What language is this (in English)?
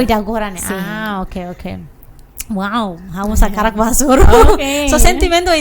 Tetum